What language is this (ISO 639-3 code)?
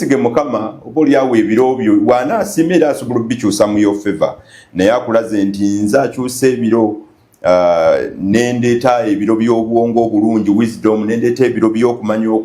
lug